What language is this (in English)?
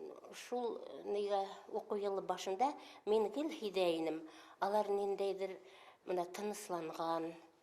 Bashkir